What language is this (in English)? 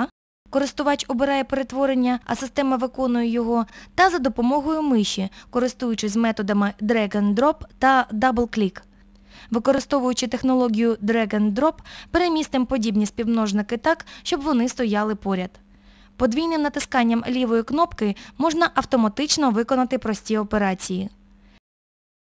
Ukrainian